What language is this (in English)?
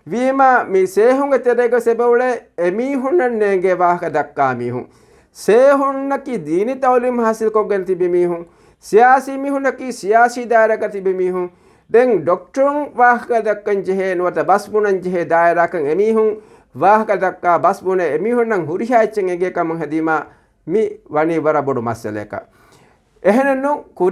Divehi